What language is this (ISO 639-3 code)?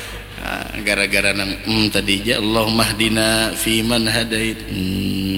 bjn